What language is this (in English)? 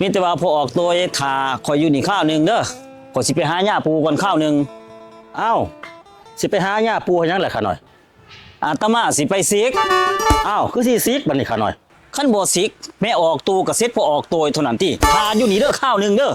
Northeastern Thai